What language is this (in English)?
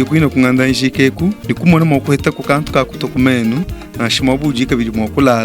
Luba-Lulua